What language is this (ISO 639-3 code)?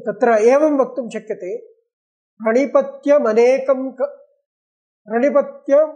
san